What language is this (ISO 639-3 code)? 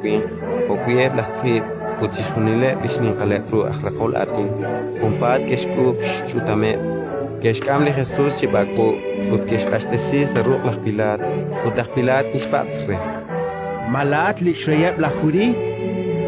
kek